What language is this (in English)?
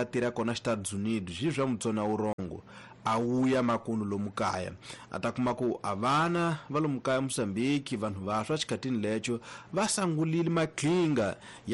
Tsonga